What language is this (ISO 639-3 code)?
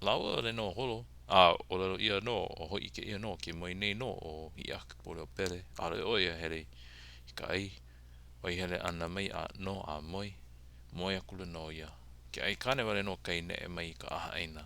haw